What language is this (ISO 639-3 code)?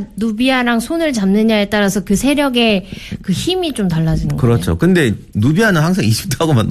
kor